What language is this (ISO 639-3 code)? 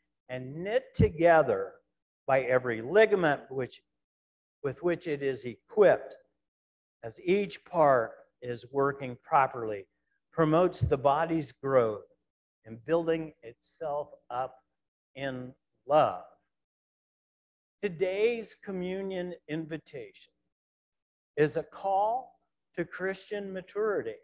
eng